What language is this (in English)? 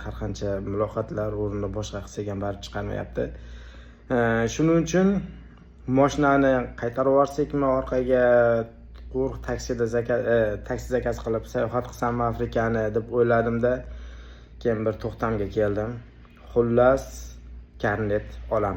Uzbek